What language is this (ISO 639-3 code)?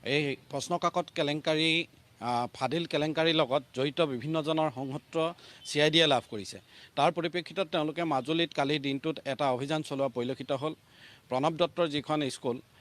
asm